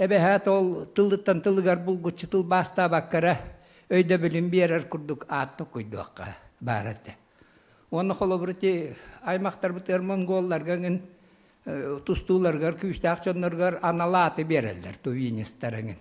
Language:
Yakut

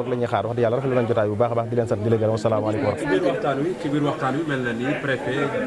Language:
Wolof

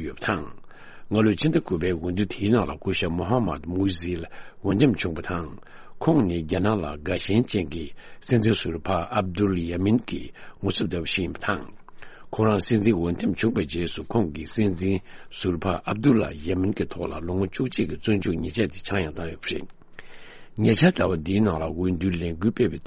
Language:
Tibetan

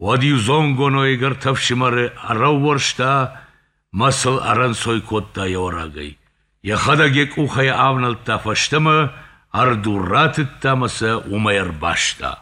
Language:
Ossetic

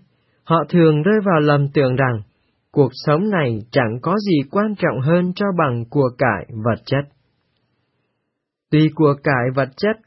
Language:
Vietnamese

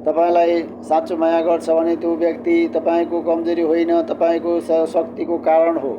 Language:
Nepali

